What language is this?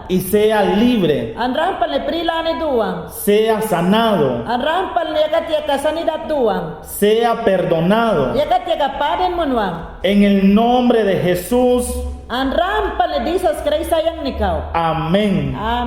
Mayangna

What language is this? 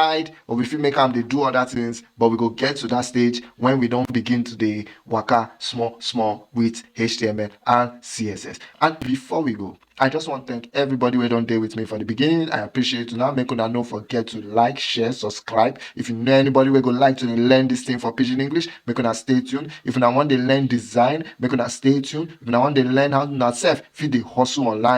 Nigerian Pidgin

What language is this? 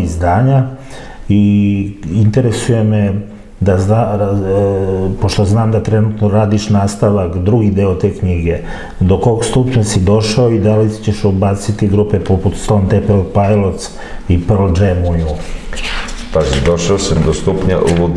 Serbian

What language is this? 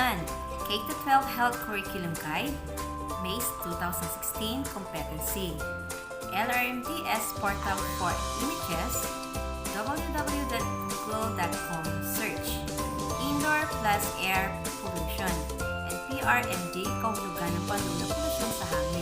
Pangasinan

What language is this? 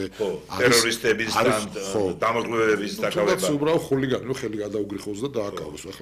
Georgian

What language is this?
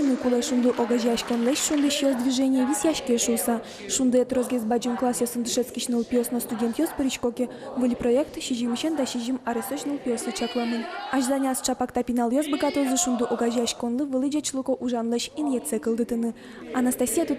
Udmurt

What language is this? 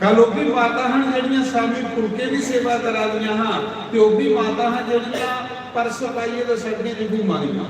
Dogri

